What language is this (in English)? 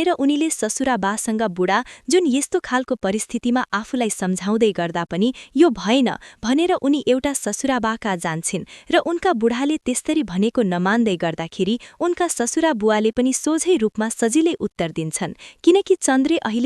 Nepali